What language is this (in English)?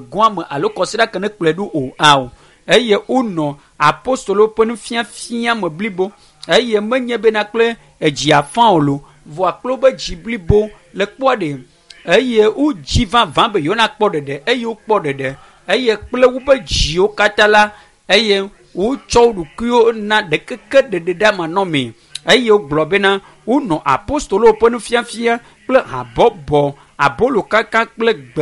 Ewe